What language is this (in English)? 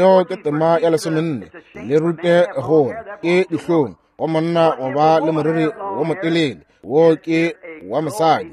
Northern Sotho